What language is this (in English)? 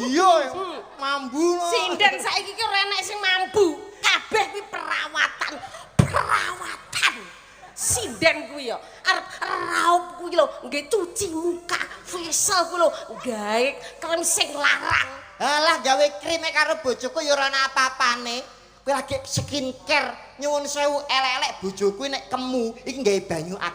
Javanese